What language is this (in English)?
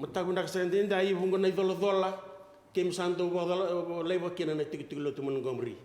Fijian